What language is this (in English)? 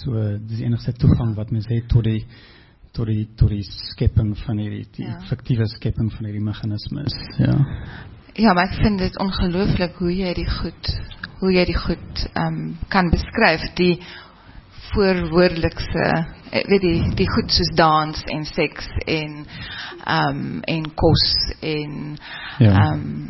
Afrikaans